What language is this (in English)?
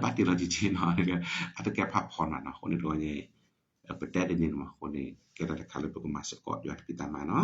S'gaw Karen